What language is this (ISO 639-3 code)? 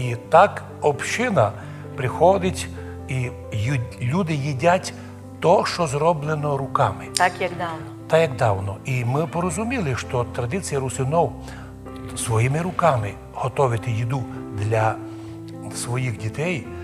rue